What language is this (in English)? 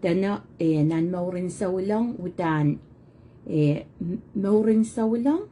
Pohnpeian